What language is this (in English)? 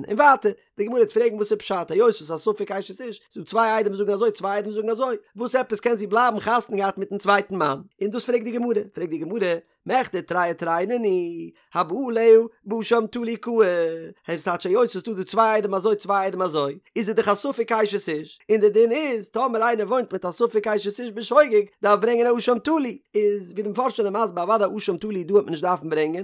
Yiddish